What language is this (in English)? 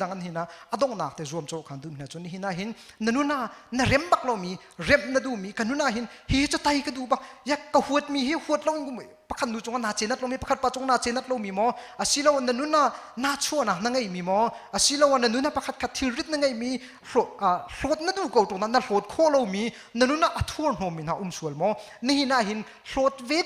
Hakha Chin